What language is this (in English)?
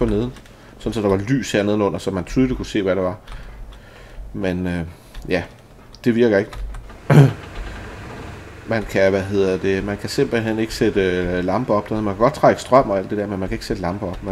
Danish